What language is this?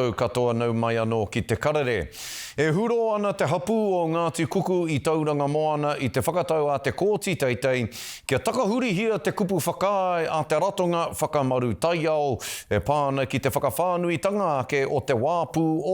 Māori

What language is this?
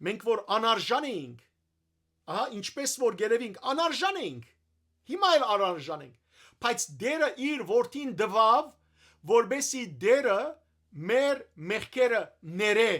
Western Armenian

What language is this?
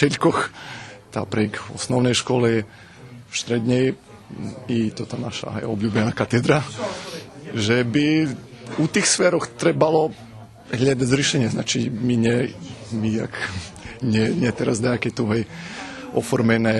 Rusyn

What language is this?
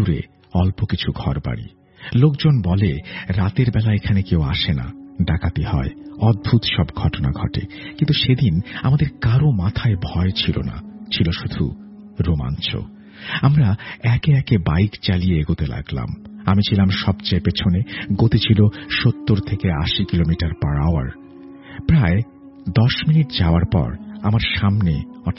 Bangla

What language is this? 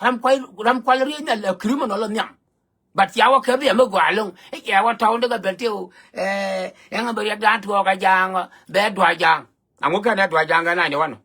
Nuer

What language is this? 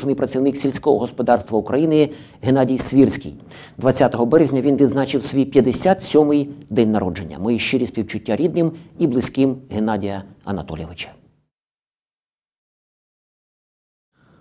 Ukrainian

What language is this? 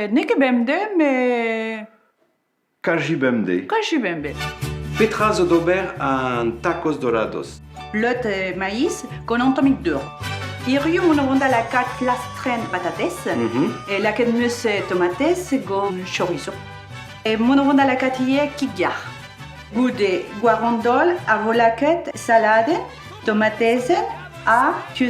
Breton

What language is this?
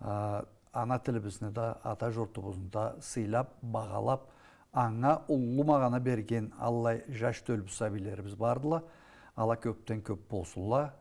Karachay-Balkar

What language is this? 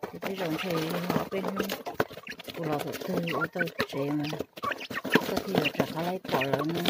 Hmong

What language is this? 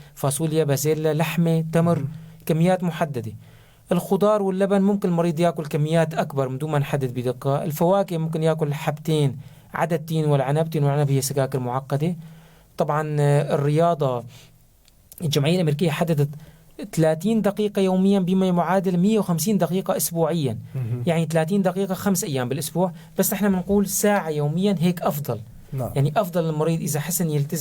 North Levantine Arabic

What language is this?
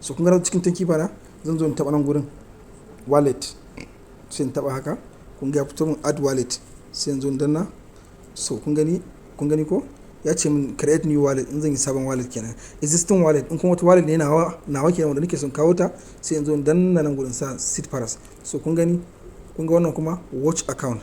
Hausa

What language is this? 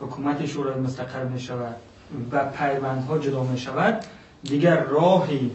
Persian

